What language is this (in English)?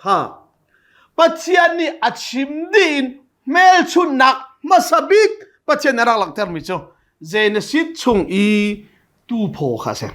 Hakha Chin